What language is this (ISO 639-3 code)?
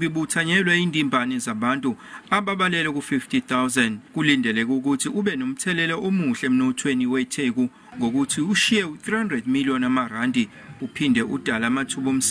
zul